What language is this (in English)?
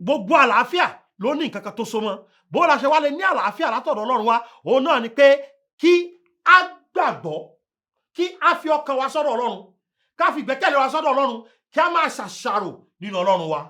Yoruba